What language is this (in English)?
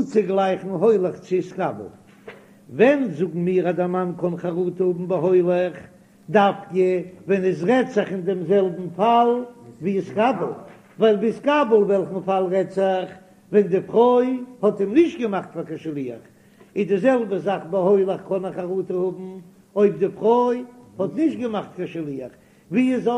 Yiddish